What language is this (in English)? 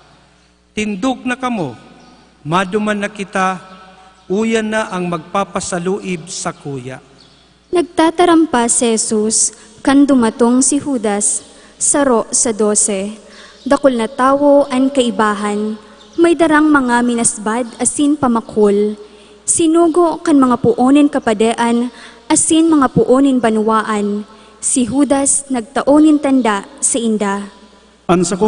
Bikol